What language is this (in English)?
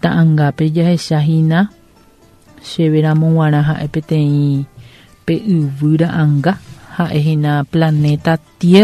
Guarani